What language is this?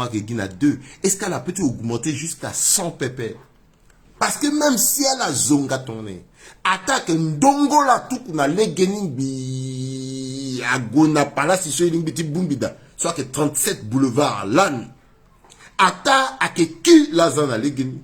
Sango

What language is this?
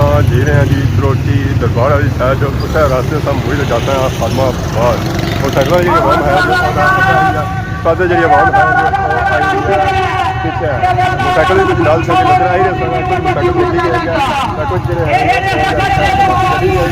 Pahari-Potwari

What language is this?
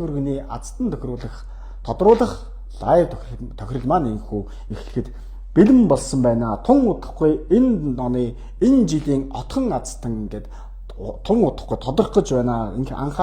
Mongolian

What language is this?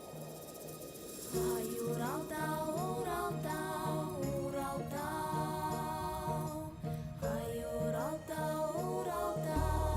Bashkir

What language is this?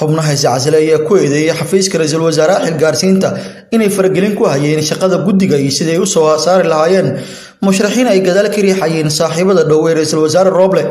Somali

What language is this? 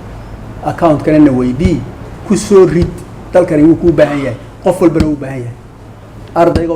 Somali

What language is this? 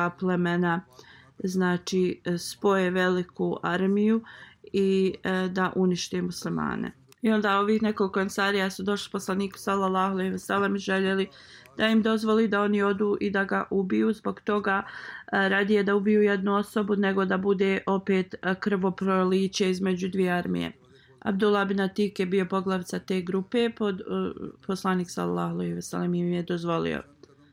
Bosnian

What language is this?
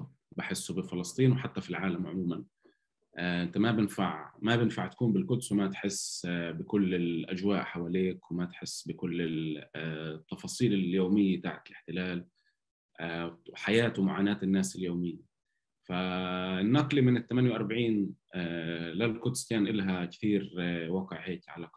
North Levantine Arabic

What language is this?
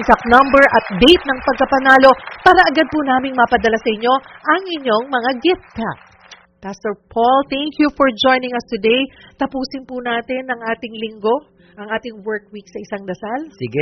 Filipino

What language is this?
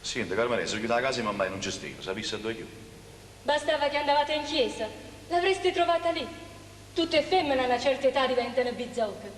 Neapolitan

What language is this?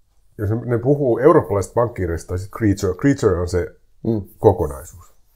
Finnish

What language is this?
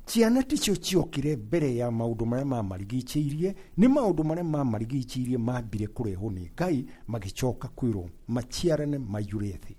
Kikuyu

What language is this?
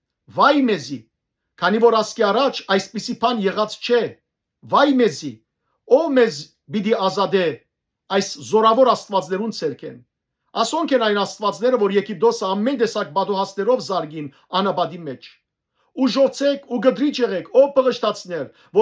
Western Armenian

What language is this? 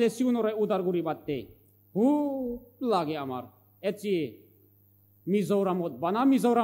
Chakma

